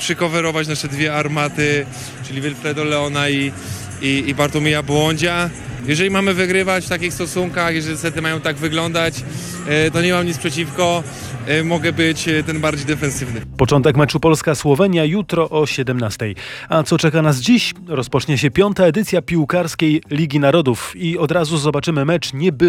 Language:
Polish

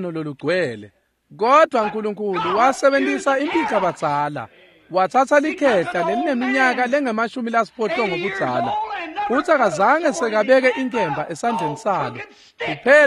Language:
Swati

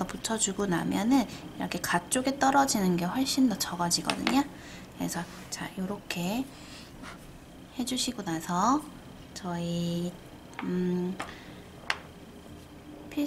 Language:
Korean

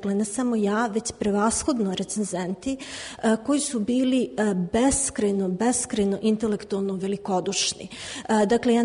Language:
Serbian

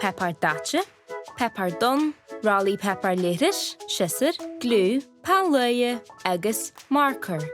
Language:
Irish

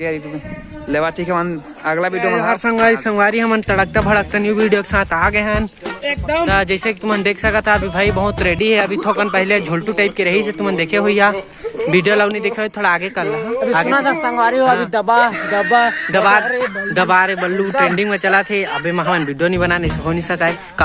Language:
Chhattisgarhi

